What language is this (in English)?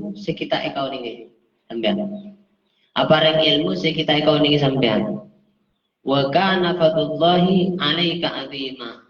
Madurese